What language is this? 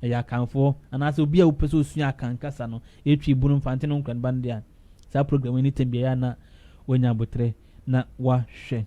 Akan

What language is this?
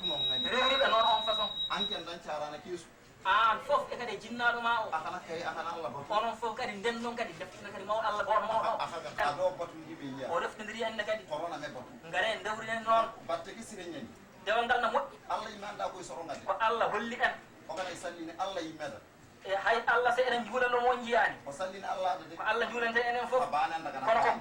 Fula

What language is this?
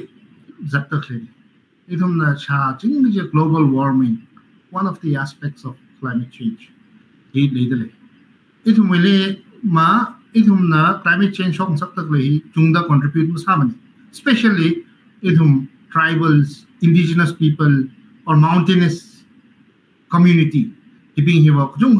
Tangkhul Naga (India)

